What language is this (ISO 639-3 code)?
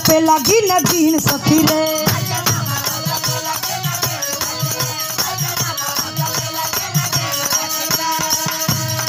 bho